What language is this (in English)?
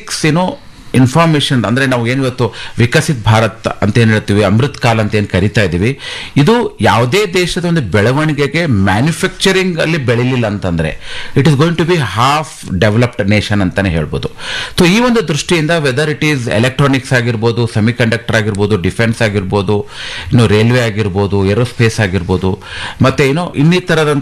Kannada